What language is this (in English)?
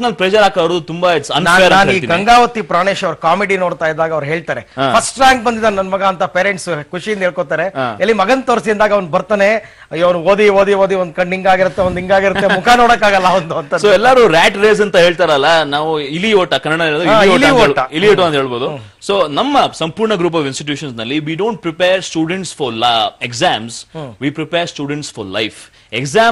Kannada